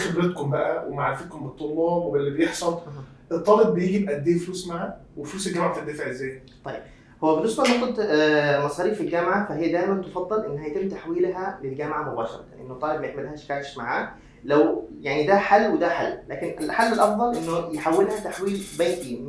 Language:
Egyptian Arabic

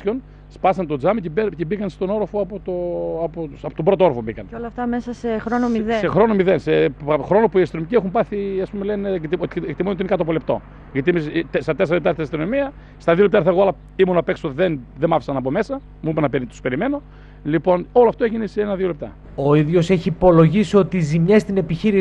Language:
Greek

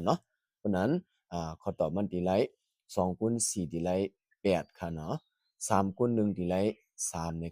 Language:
Shan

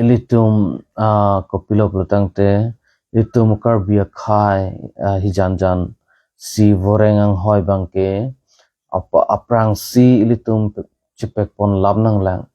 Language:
Karbi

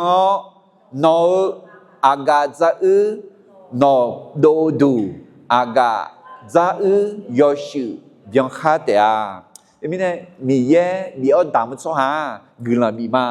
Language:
Akha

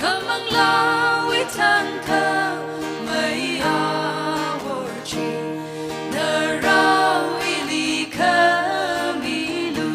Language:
Tangkhul Naga (India)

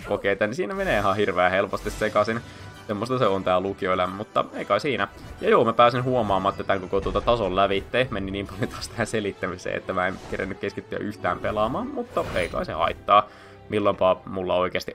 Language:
Finnish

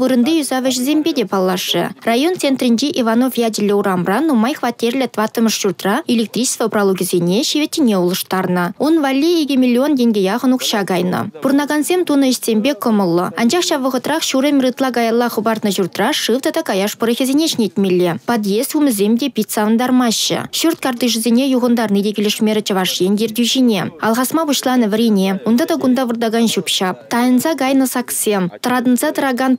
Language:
Chuvash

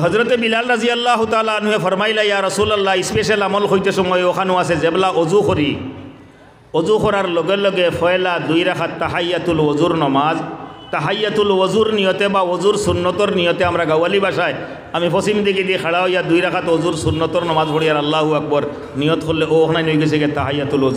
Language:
Sylheti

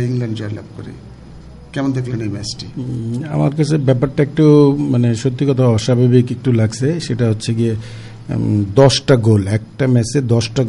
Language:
Bangla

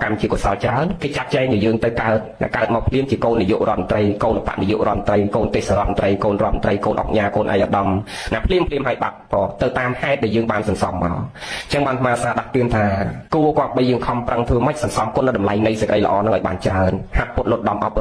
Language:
Khmer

